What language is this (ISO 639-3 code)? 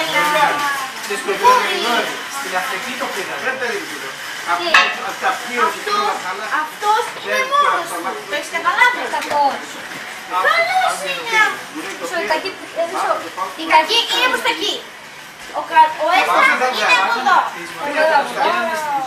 ell